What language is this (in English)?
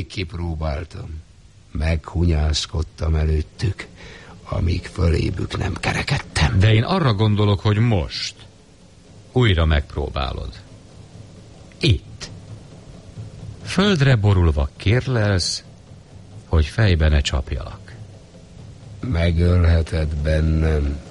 Hungarian